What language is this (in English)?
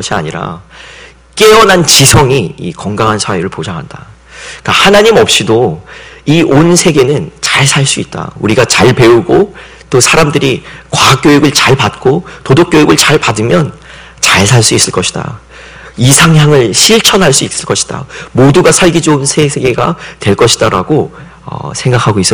Korean